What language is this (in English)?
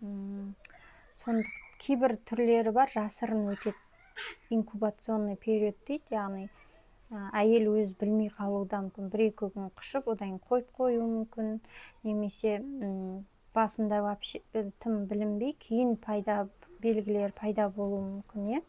Kazakh